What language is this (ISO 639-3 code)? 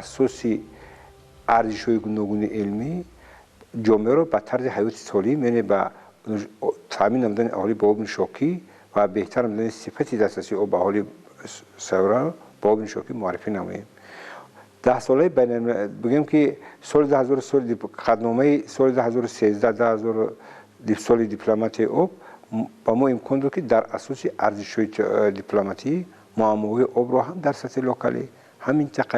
tgk